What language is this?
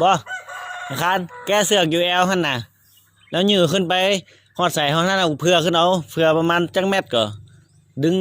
Lao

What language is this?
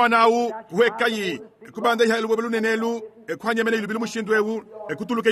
Luba-Lulua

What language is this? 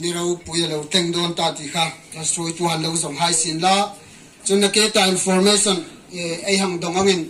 Hmar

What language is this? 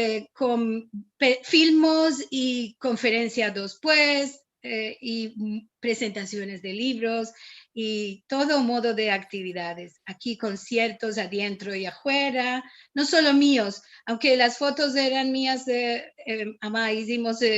Ladino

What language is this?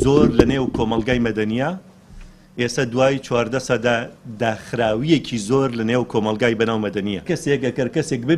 Central Kurdish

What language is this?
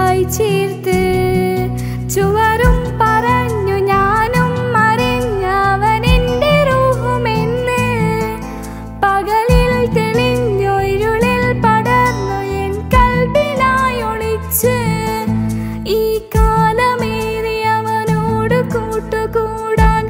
Malayalam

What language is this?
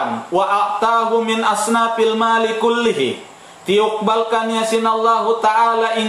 Tausug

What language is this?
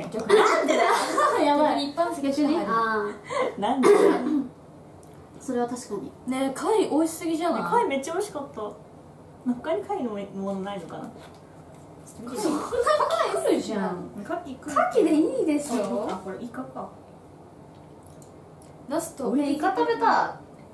Japanese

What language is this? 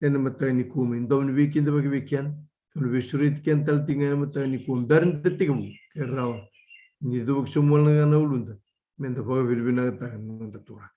Fijian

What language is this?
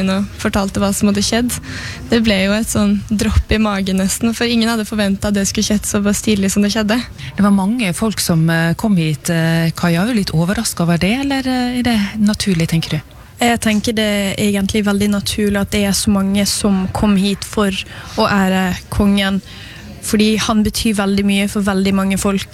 Norwegian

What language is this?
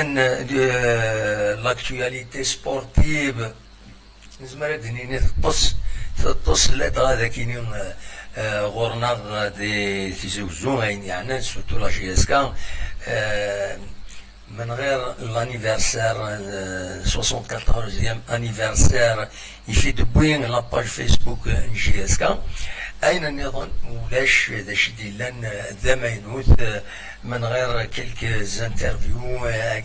Kabyle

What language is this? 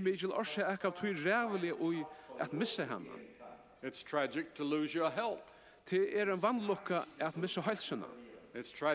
Faroese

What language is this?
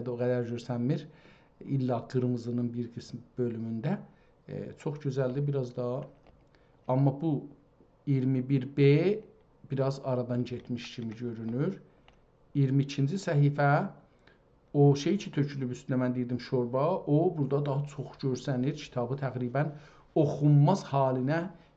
South Azerbaijani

